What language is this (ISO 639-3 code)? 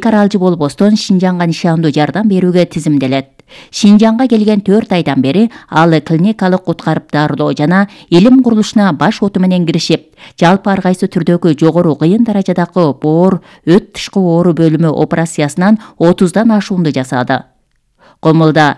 kir